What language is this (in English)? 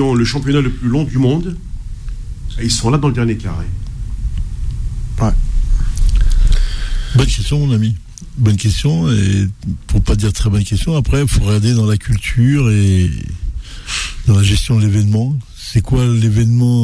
French